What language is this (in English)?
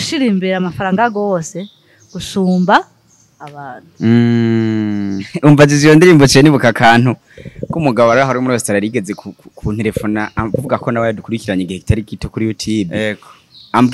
Rundi